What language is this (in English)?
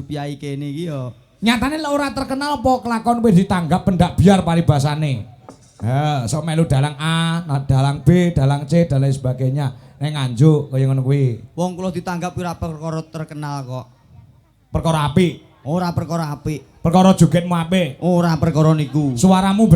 Javanese